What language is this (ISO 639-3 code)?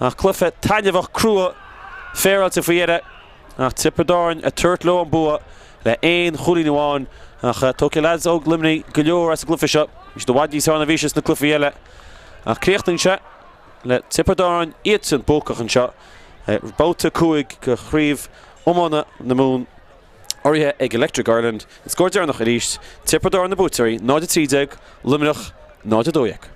gle